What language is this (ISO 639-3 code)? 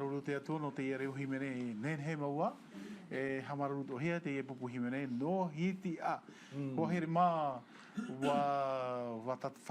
tah